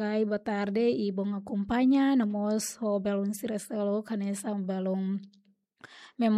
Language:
Tetum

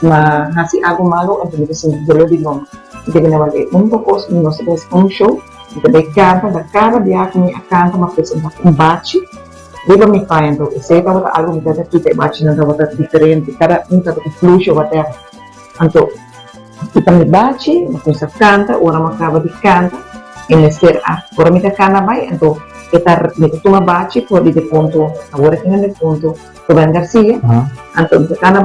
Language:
Papiamento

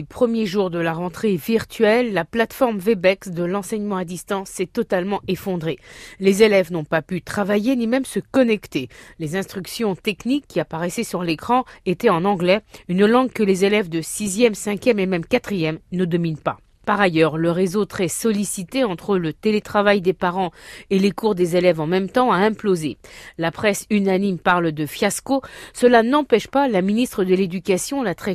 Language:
French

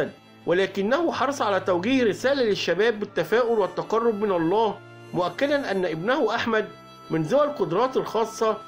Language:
Arabic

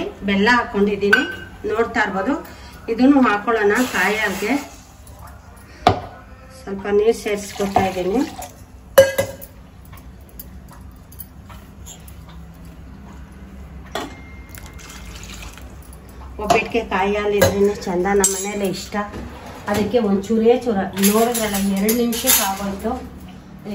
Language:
Kannada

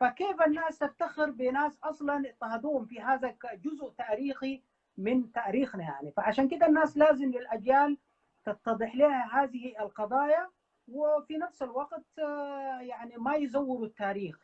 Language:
Sudanese Arabic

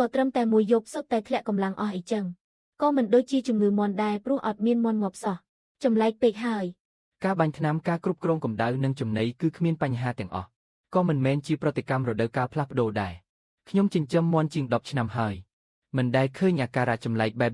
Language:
Khmer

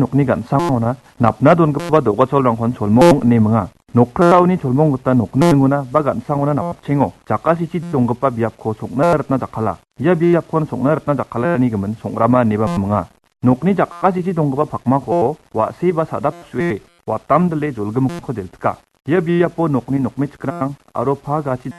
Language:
Garo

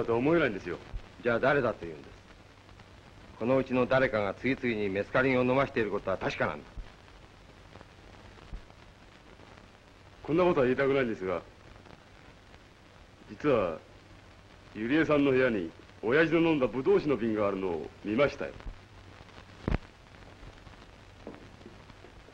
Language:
Japanese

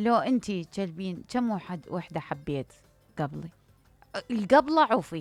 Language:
Mesopotamian Arabic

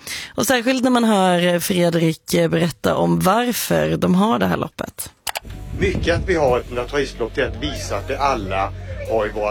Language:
Swedish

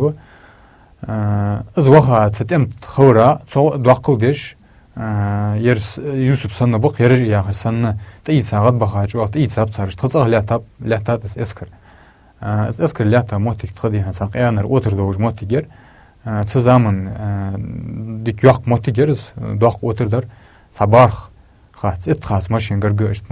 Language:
Ingush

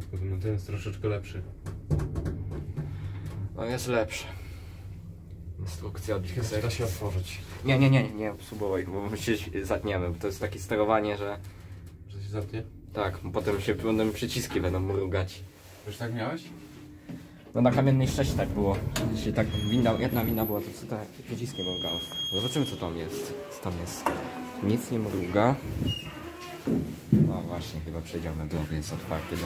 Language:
Polish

